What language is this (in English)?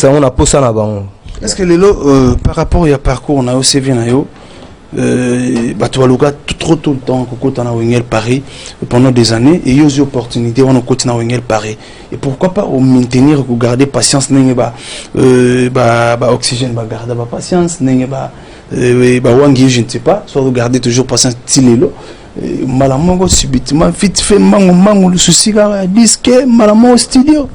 Lingala